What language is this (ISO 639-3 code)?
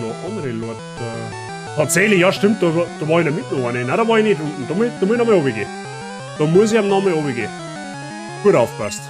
bar